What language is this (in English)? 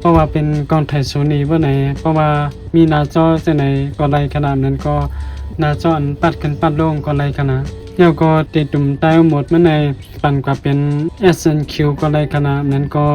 Shan